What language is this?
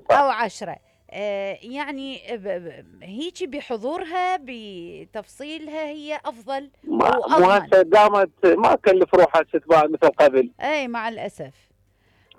Mesopotamian Arabic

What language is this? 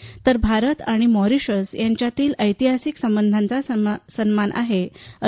Marathi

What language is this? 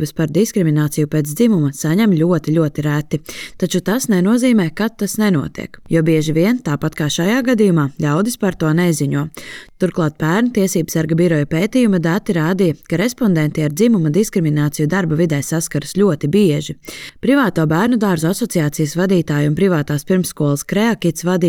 Latvian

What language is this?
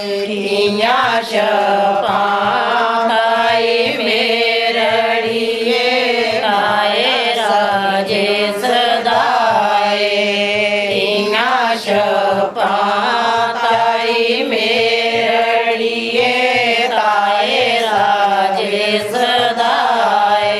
Dogri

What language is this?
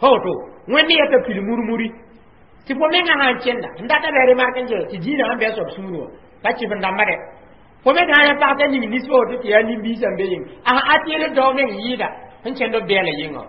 Mossi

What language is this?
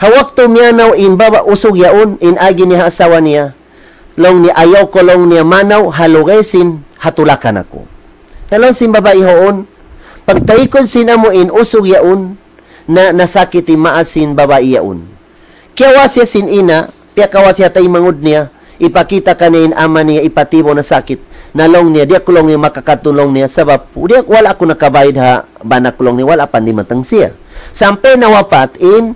Tausug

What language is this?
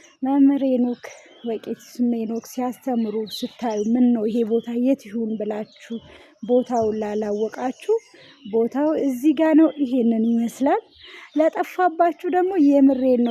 Amharic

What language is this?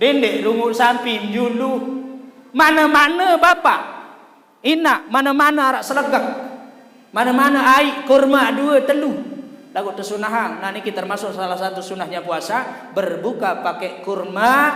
Sasak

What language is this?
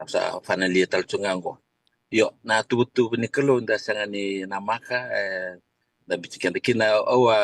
Fijian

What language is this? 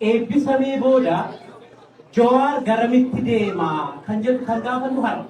Oromo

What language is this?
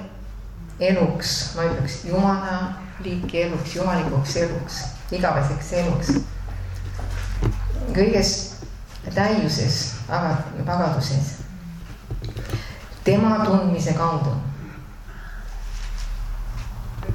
Estonian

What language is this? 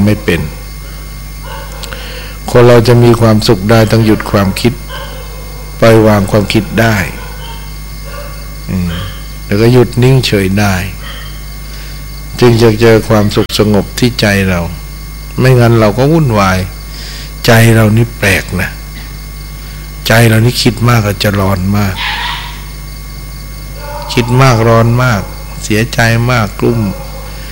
Thai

